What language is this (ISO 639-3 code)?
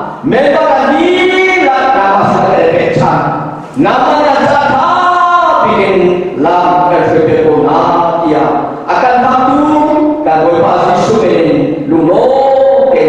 cfm